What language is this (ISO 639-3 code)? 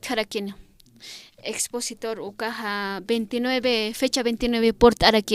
aym